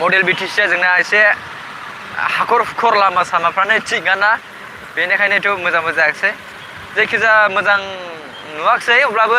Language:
Bodo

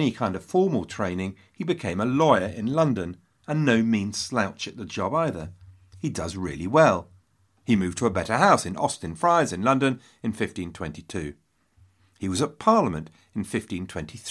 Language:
English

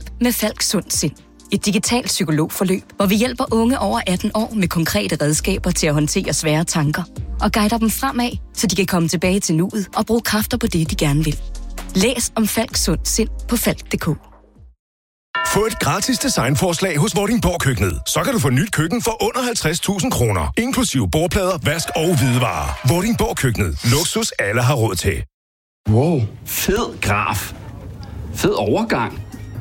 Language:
Danish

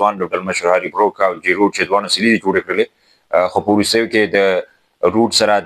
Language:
Pashto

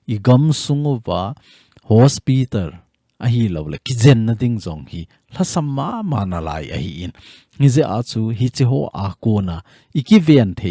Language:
Thado Chin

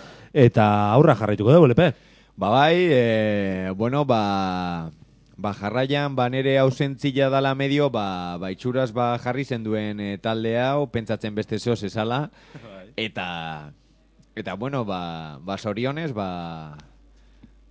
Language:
Basque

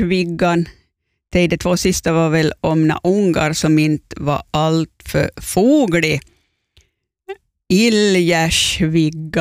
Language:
Swedish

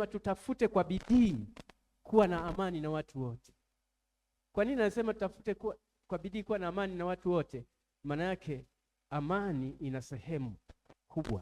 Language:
Swahili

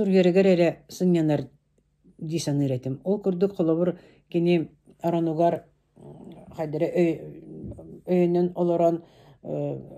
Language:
Yakut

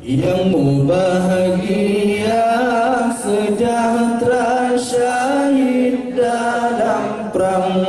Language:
Achinese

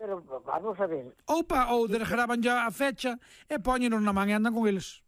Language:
Galician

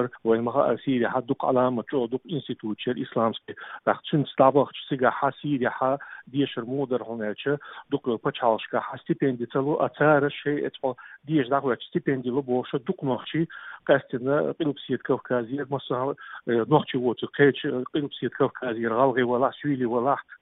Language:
Chechen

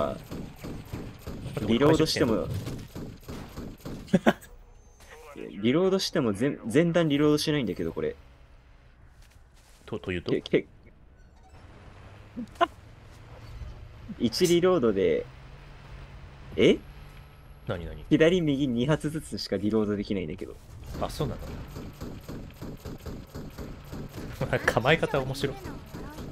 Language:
Japanese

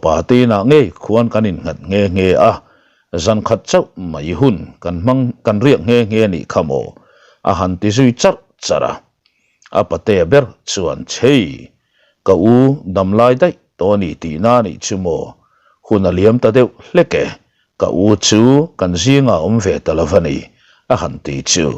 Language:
Mizo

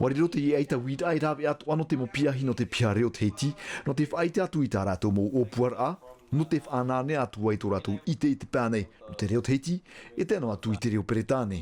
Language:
Tahitian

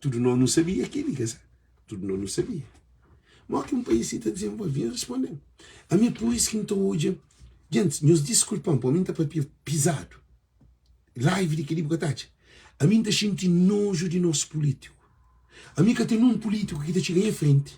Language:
Kabuverdianu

